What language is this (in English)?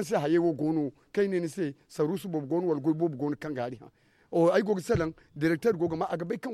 Zarma